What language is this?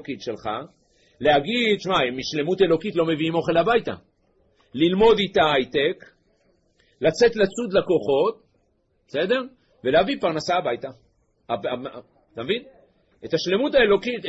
Hebrew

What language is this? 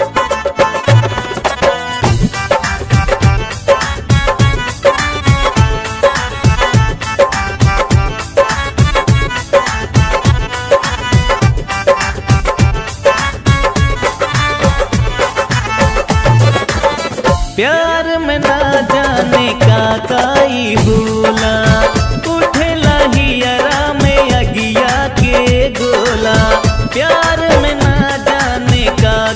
Bhojpuri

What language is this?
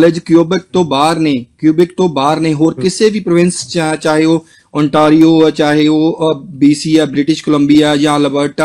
Punjabi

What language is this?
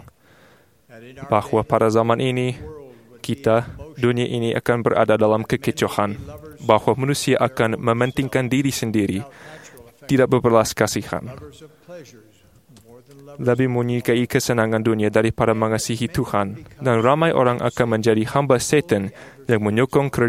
Malay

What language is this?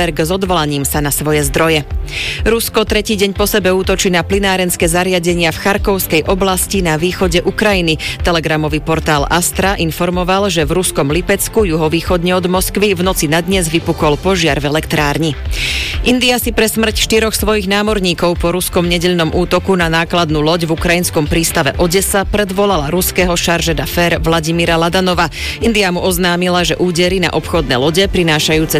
Slovak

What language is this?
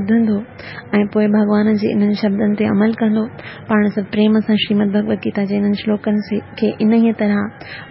Sindhi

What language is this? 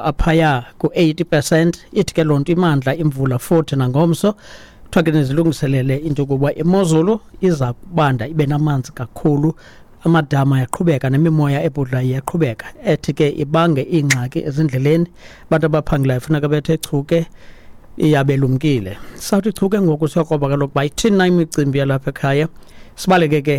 Xhosa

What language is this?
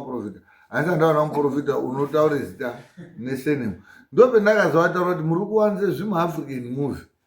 Shona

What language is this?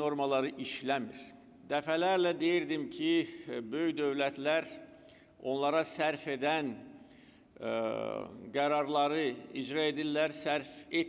Azerbaijani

